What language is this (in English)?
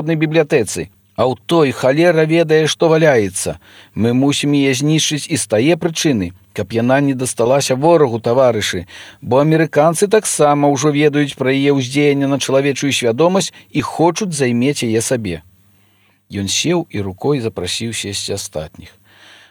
Belarusian